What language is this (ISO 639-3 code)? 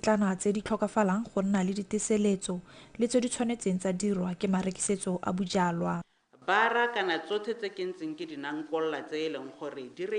tsn